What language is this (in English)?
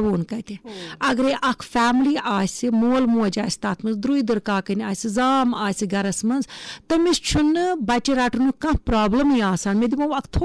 Kashmiri